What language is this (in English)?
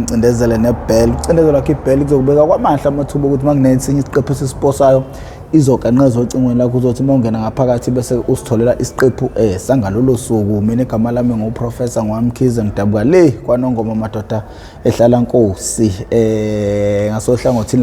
Zulu